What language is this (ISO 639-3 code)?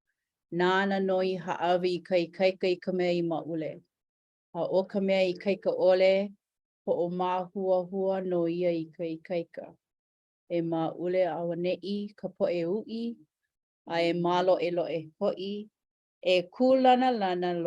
haw